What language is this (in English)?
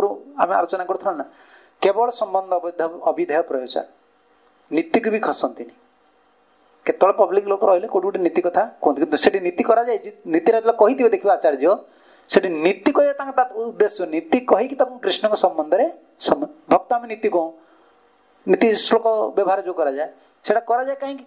Odia